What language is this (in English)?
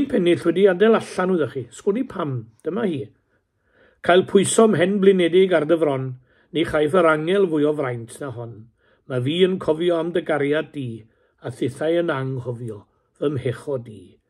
Welsh